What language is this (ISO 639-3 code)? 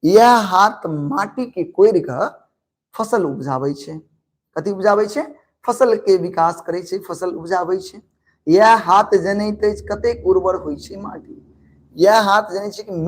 mai